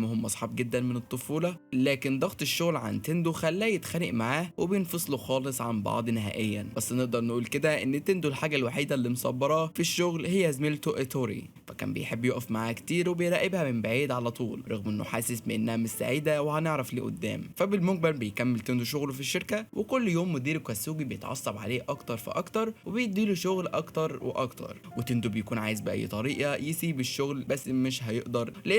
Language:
Egyptian Arabic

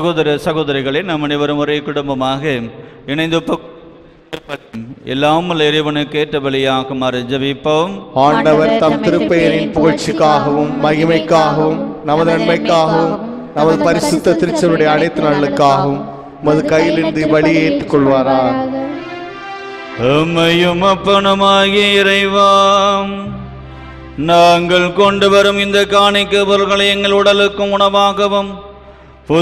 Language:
Tamil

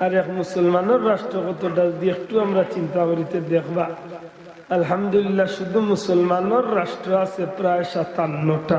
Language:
Sylheti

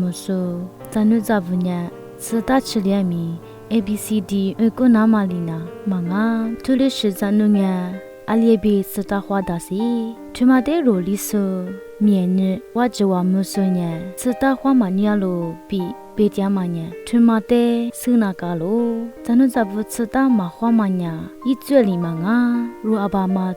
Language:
Lisu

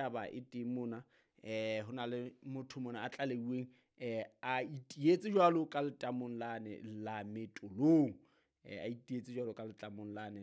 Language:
Southern Sotho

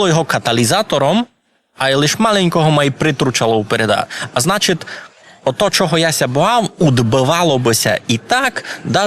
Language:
Rusyn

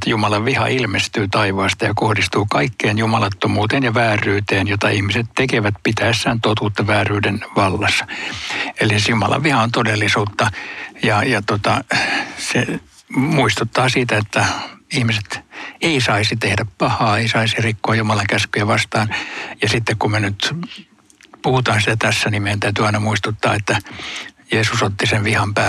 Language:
Finnish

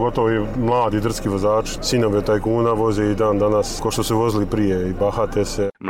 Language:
Croatian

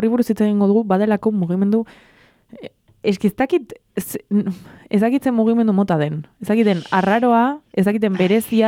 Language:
Basque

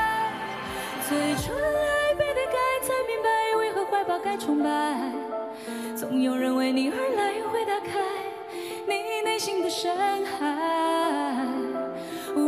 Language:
Chinese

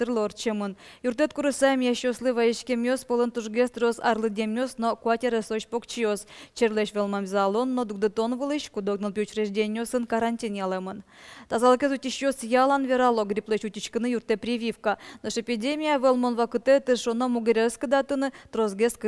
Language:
Udmurt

